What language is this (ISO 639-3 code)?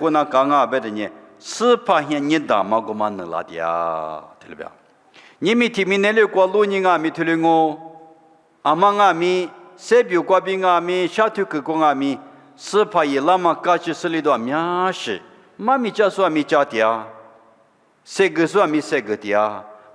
lis